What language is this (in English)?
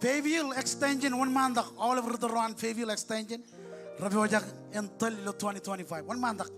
Marshallese